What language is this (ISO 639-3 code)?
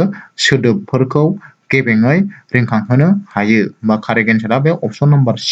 brx